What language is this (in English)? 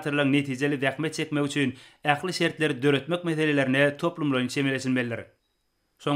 Turkmen